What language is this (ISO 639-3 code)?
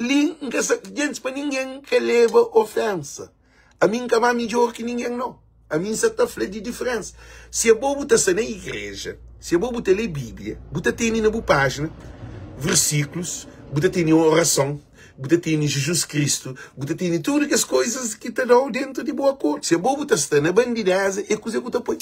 kea